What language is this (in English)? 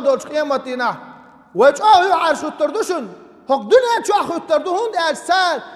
Chechen